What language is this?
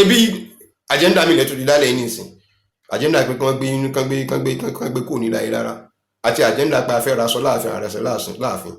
Yoruba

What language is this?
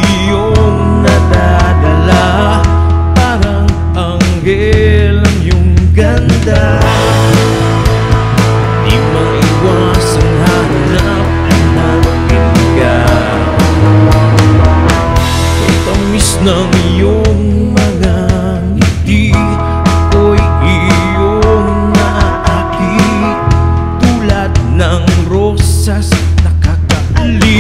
Filipino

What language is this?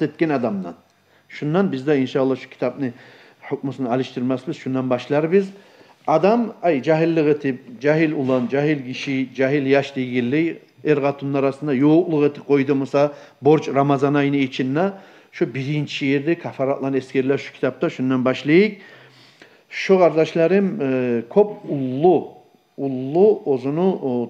Kumyk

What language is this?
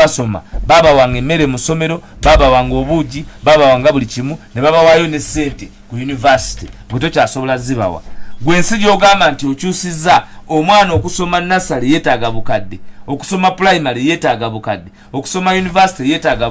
Ganda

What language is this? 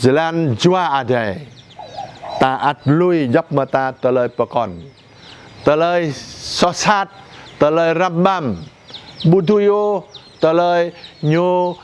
Jarai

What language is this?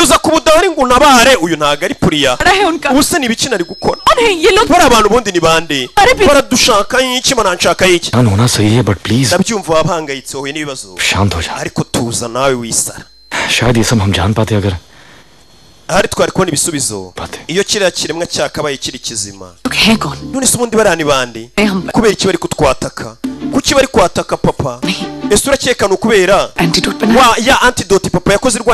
Kinyarwanda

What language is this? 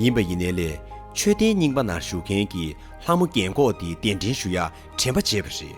Tibetan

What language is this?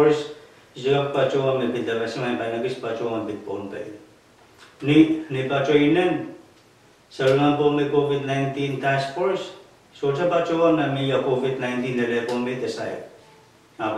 Pohnpeian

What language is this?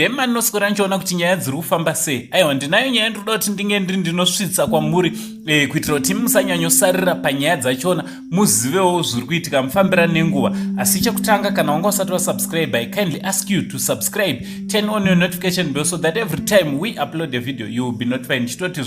Shona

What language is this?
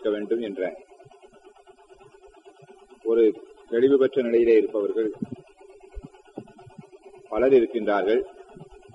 Tamil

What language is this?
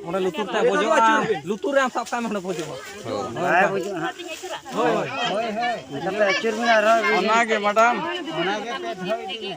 Santali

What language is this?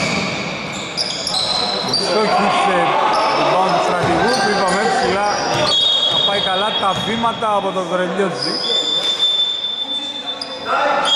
Greek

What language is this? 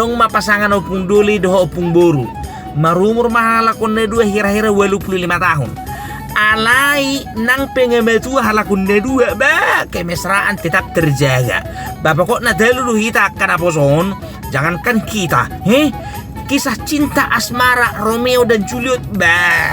Batak Toba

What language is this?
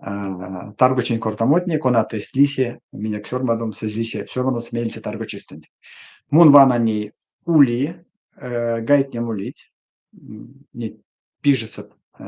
Erzya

